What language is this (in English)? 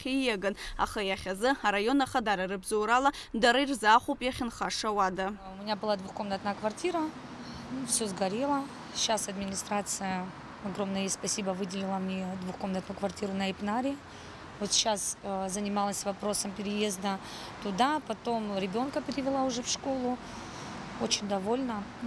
Abkhazian